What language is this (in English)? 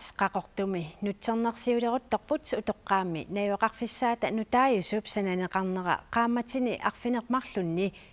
Kalaallisut